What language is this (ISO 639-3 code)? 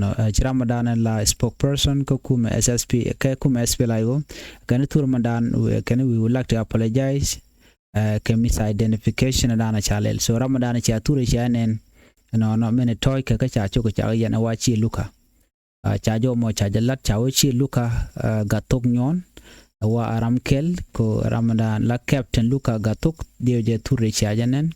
nus